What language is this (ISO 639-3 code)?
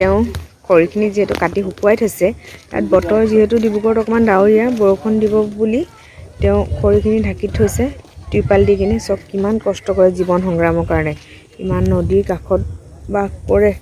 asm